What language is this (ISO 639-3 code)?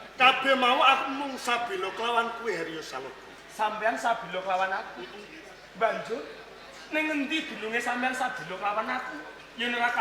jav